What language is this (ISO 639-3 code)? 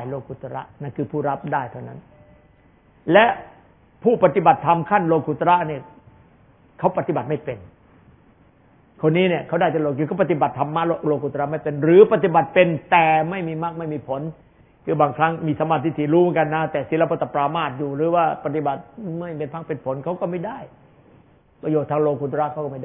tha